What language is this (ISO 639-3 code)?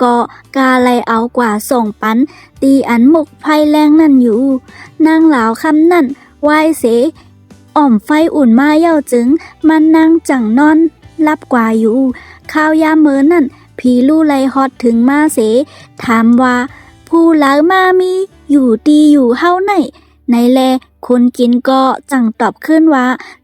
shn